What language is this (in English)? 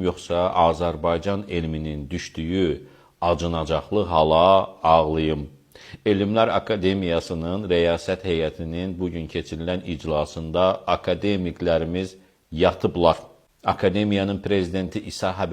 Azerbaijani